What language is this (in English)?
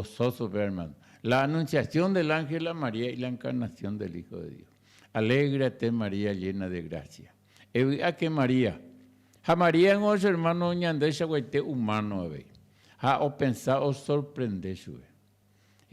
Guarani